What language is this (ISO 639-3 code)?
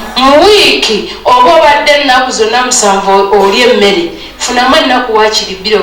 lug